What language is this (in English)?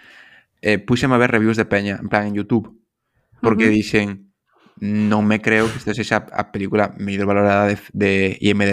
Galician